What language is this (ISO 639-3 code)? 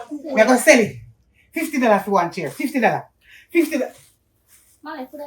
jam